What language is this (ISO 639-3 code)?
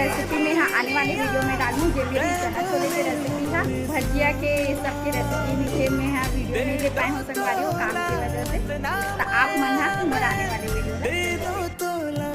hne